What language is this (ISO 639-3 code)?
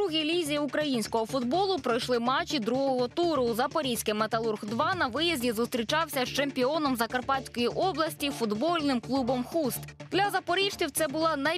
ukr